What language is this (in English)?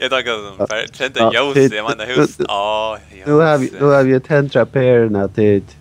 Faroese